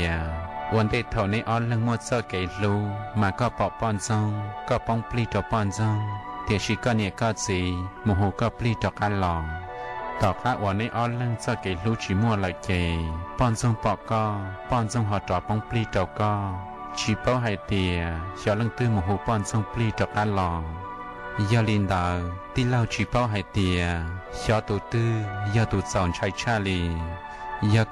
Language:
Hmong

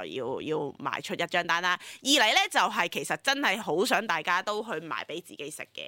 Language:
Cantonese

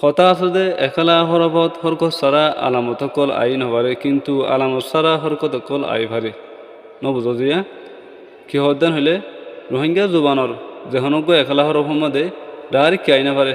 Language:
Rohingya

